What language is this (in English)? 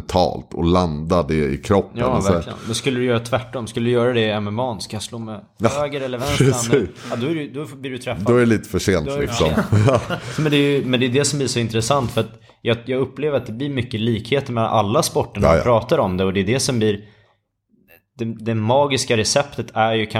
Swedish